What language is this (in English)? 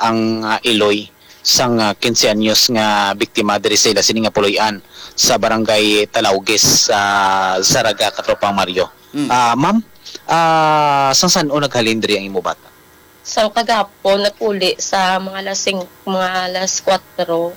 Hiligaynon